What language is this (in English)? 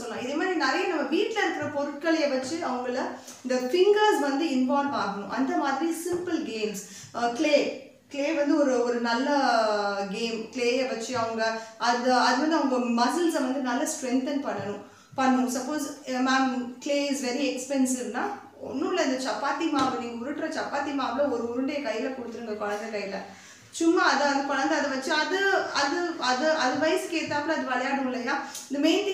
Tamil